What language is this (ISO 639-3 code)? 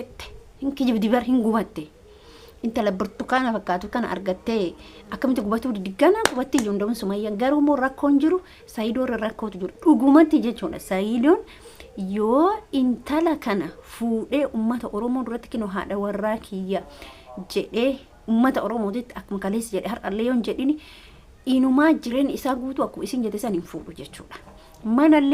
orm